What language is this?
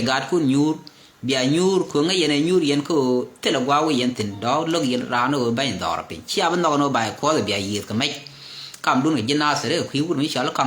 Nuer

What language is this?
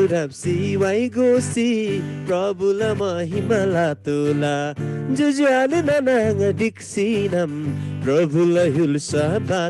Eastern Tamang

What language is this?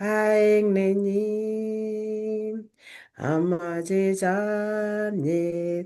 Kalenjin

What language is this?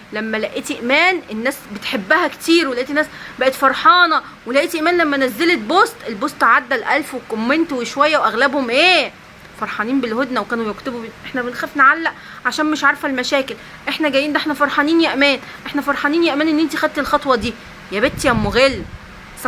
Egyptian Arabic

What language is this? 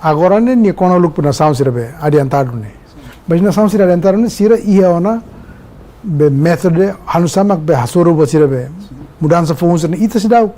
Tetum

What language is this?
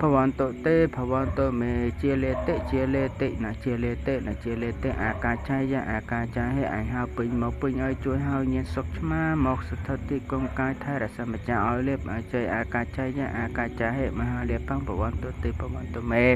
Khmer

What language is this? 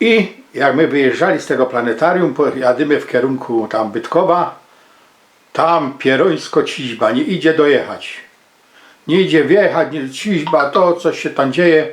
Silesian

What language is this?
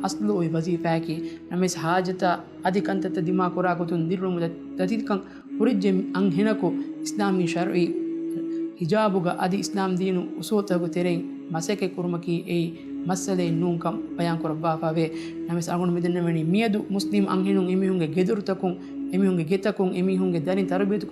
Divehi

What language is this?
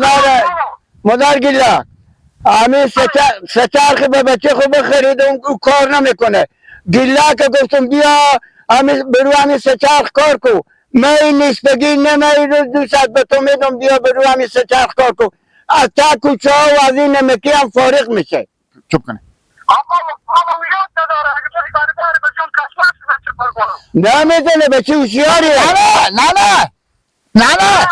Persian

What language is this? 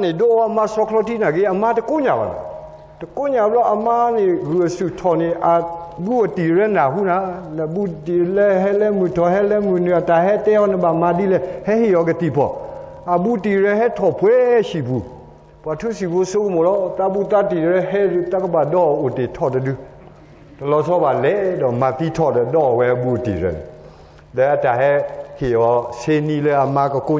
S'gaw Karen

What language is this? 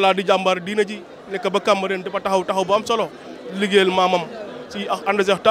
Wolof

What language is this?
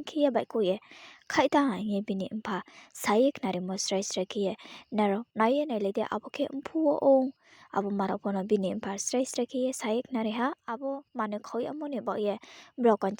Riang (India)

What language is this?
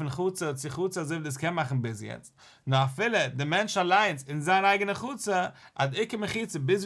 Yiddish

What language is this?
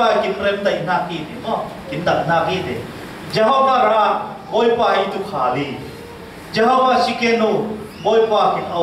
Falam Chin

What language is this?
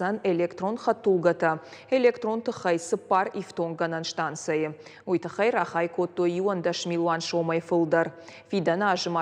Ossetic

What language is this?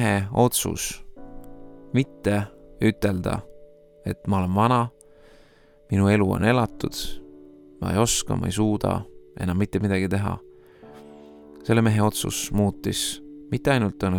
Estonian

